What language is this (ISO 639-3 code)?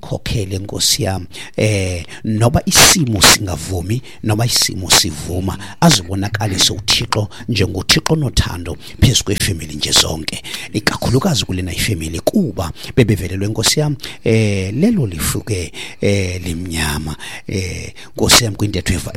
xho